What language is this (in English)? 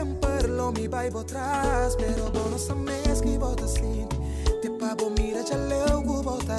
Papiamento